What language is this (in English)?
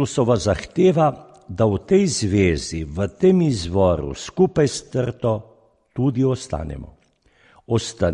Slovenian